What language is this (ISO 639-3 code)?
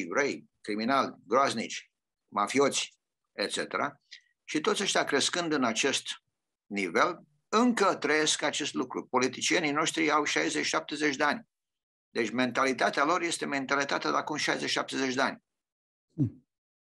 ron